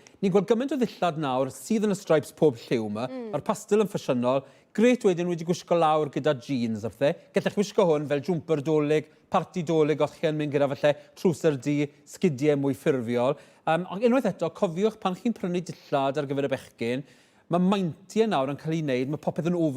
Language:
Welsh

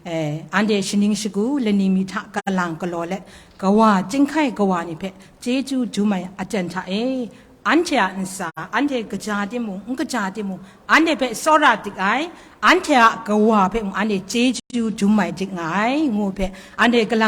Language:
Kachin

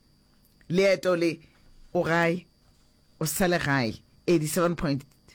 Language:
Northern Sotho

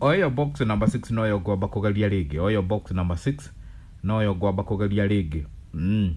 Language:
Kikuyu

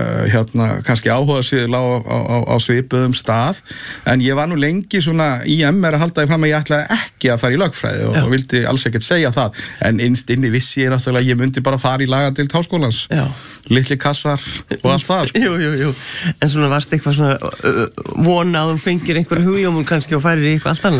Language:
Icelandic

